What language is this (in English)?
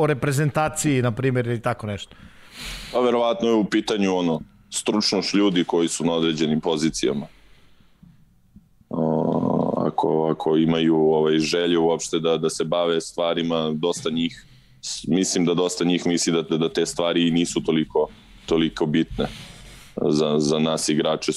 Serbian